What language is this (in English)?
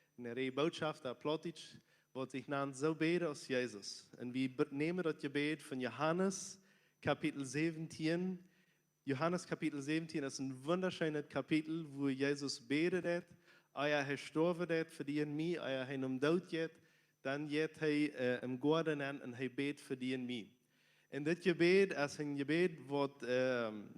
Plautdietsch